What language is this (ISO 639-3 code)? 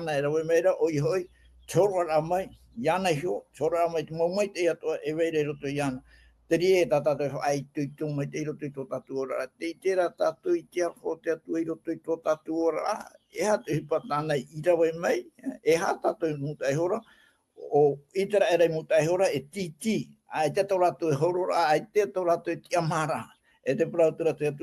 tah